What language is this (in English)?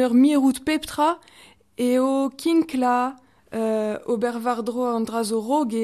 Breton